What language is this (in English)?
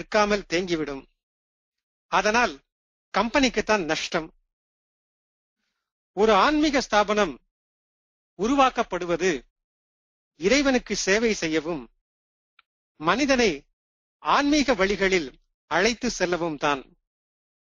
Tamil